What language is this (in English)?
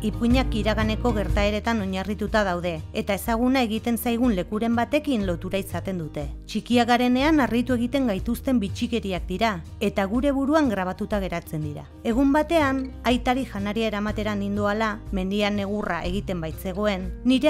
Basque